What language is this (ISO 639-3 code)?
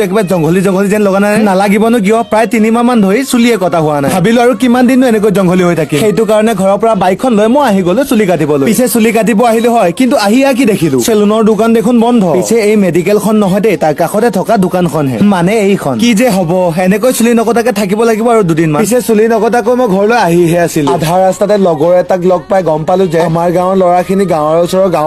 asm